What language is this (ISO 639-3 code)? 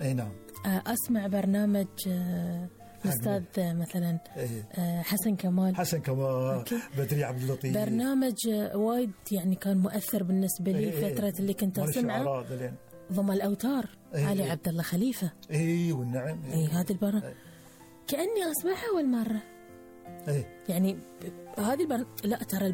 afb